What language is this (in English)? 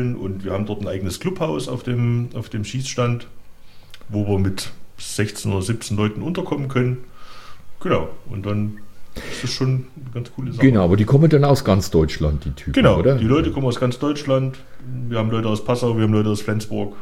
German